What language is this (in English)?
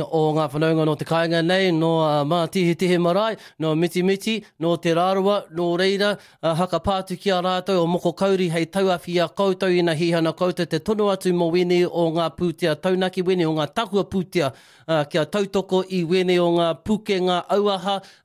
Māori